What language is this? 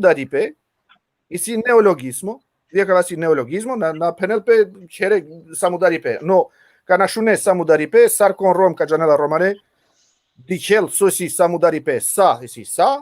Balkan Romani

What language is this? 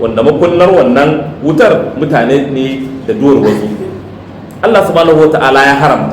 Hausa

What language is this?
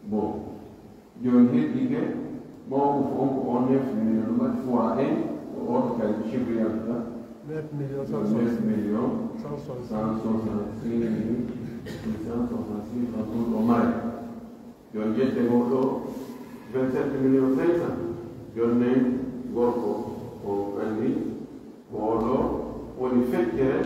Pular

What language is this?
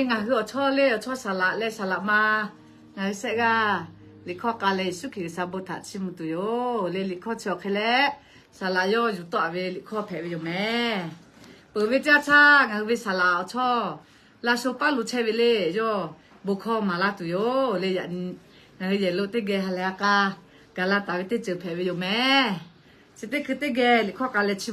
Lahu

